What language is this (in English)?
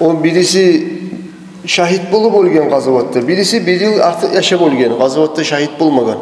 Kumyk